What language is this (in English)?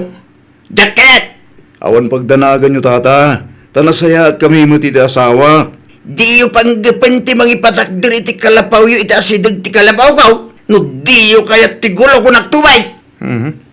Iloko